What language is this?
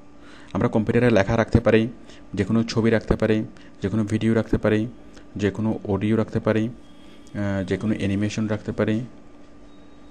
Bangla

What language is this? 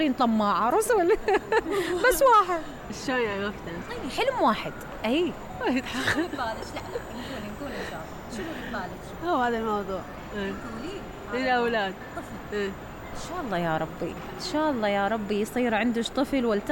Mesopotamian Arabic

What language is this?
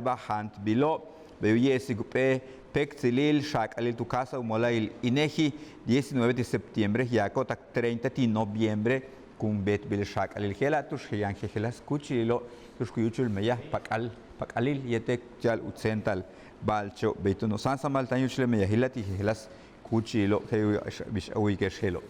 Yucateco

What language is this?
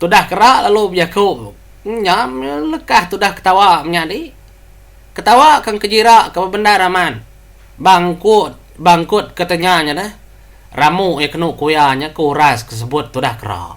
Iban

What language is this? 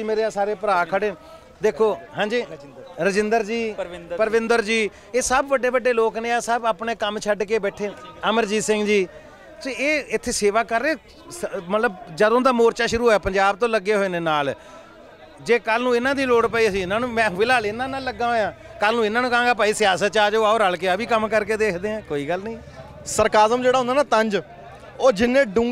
Punjabi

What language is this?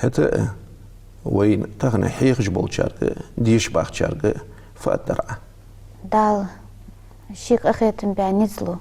Ingush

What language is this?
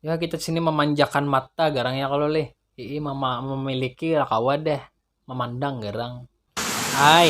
Banjar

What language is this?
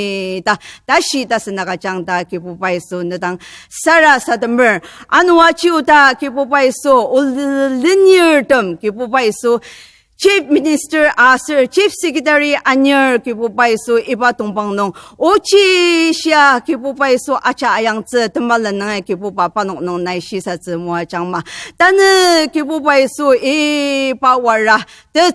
Ao Naga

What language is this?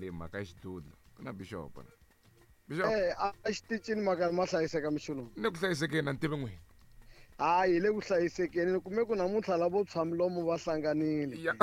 Tsonga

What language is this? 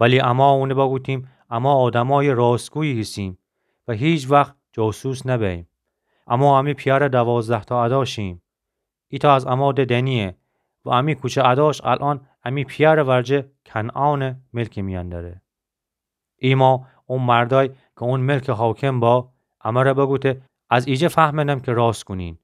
Gilaki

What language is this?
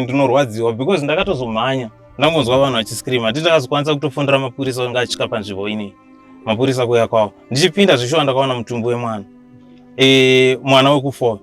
Shona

